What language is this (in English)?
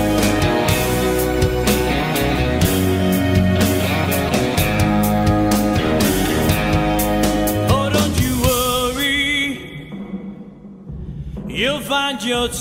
English